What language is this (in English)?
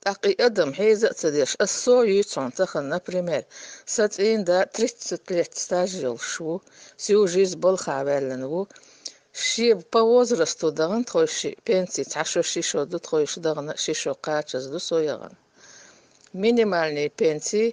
Chechen